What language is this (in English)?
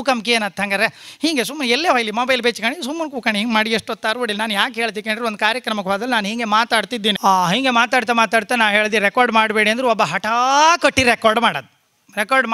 Kannada